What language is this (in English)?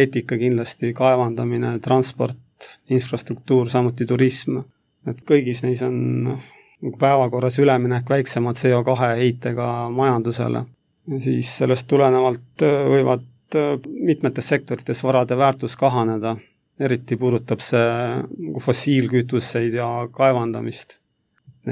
Estonian